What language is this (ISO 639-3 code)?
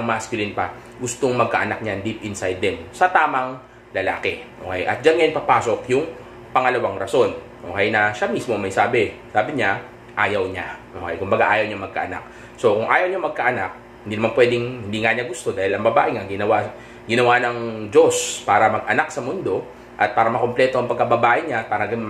fil